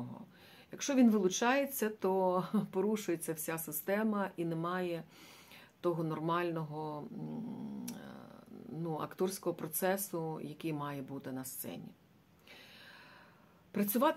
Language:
Ukrainian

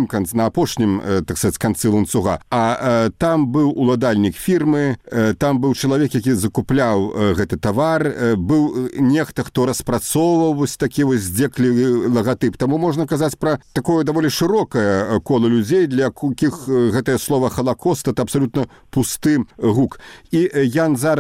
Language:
Belarusian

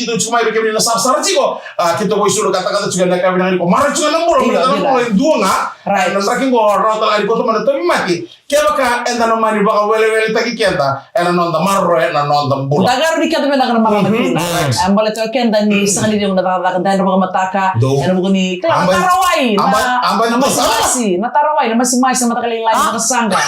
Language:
Fijian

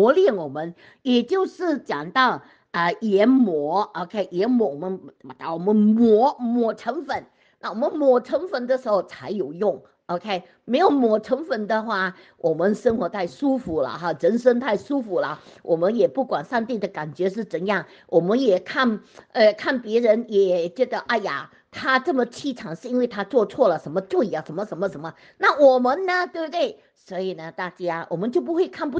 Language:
Chinese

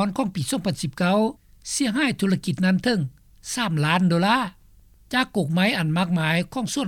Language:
Lao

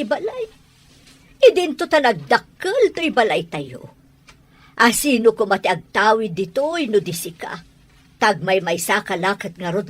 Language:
Iloko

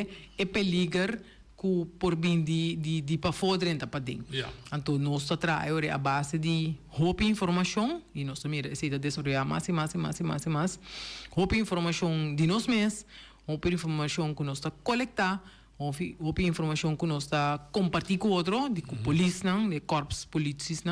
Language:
Papiamento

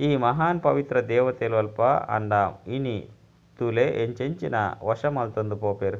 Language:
Tulu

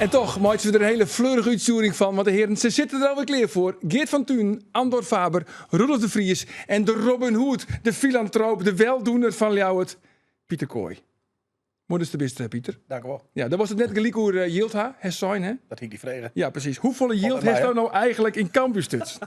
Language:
Western Frisian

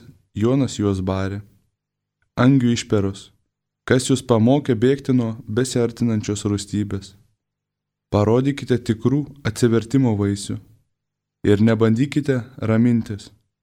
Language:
Lithuanian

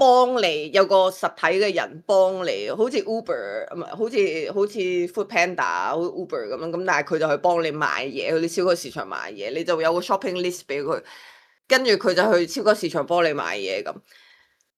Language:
Cantonese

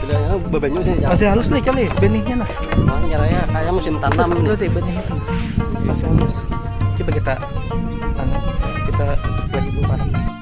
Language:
Banjar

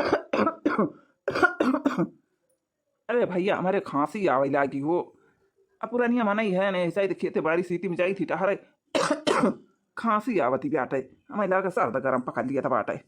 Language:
Awadhi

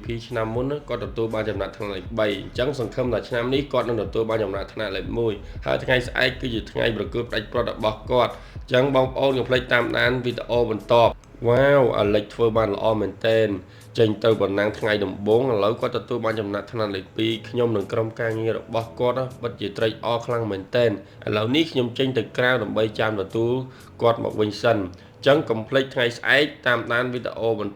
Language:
Khmer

